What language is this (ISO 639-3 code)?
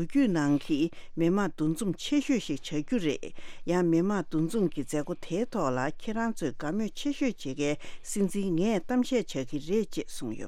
bod